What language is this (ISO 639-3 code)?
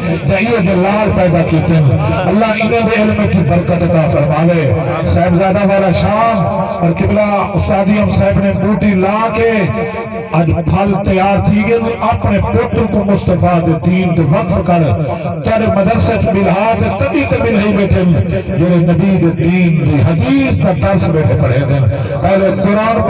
skr